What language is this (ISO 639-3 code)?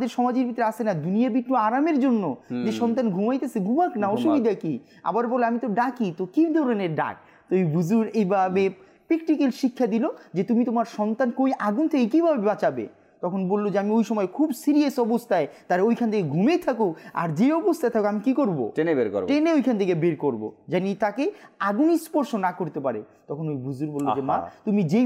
ben